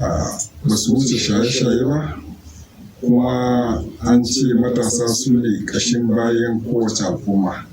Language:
Hausa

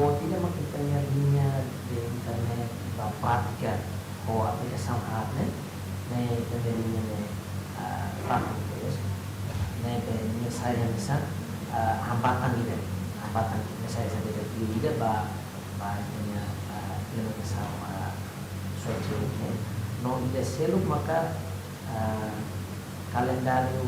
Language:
Tetum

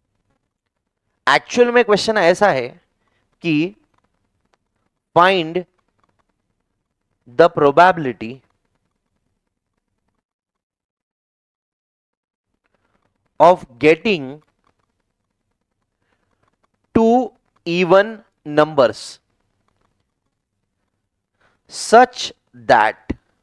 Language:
Hindi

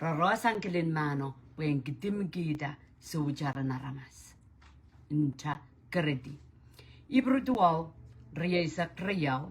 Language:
Pohnpeian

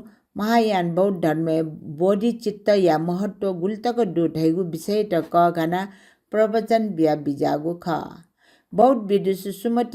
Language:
Newari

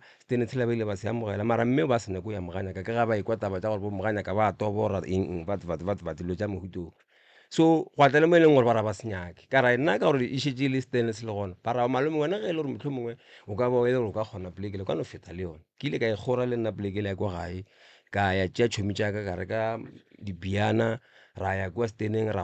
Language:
Northern Sotho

